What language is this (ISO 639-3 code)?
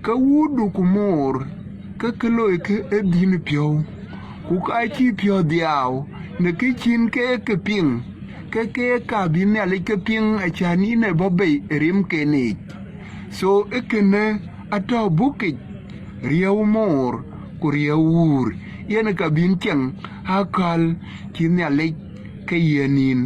din